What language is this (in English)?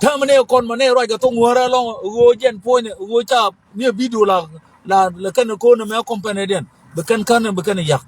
Nuer